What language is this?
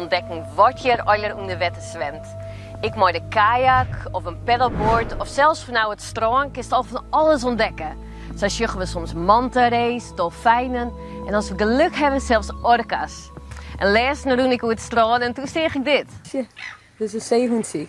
Western Frisian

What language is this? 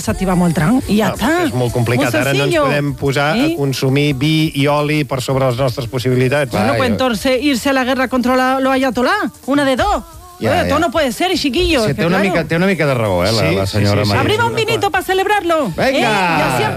Catalan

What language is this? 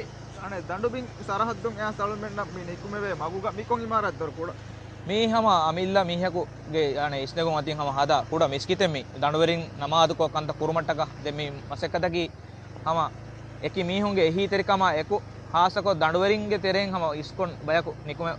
Divehi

